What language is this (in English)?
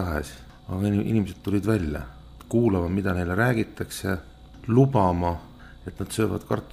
Estonian